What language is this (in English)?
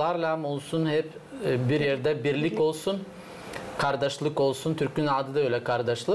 Gagauz